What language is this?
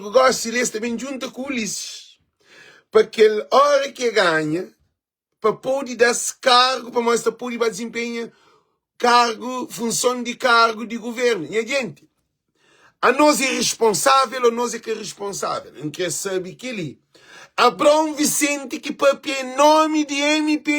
Kabuverdianu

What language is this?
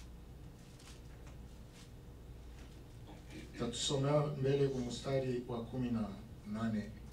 Swahili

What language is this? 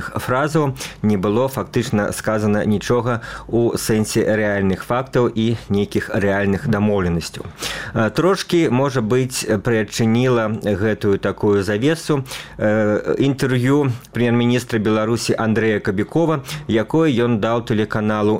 Belarusian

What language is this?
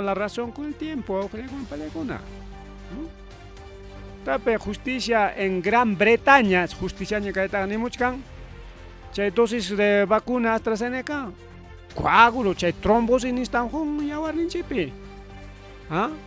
Ayacucho Quechua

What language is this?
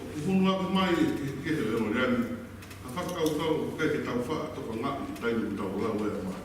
Tongan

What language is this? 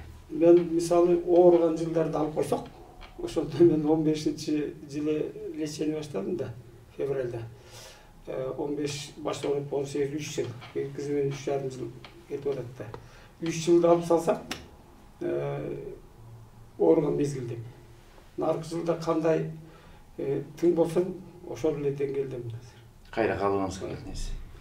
Kyrgyz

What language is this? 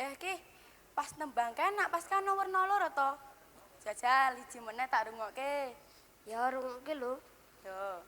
Javanese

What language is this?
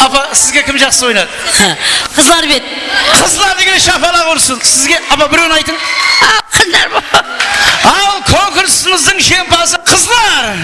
Kara-Kalpak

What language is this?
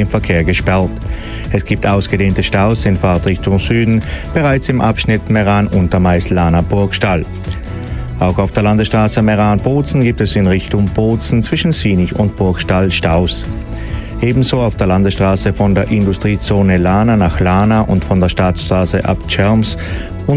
German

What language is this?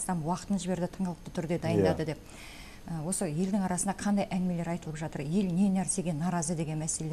Kazakh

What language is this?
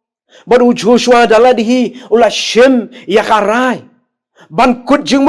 Khasi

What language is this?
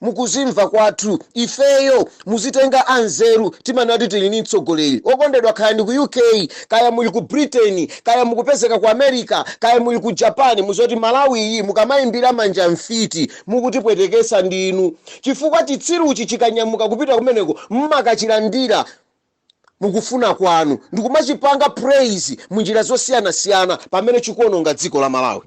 Nyanja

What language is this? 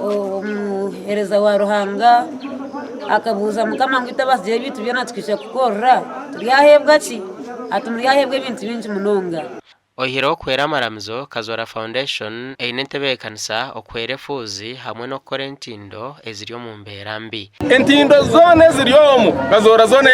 Nyankole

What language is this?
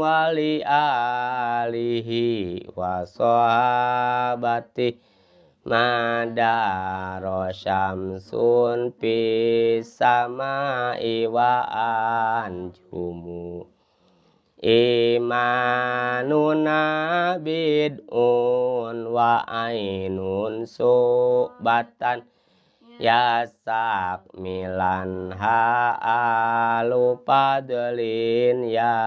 Sundanese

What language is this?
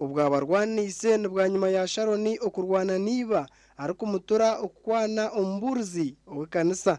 Nyankole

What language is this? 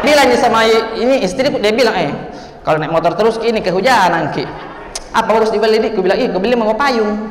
Makassar Malay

